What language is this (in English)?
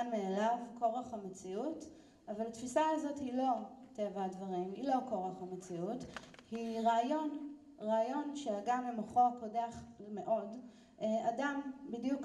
Hebrew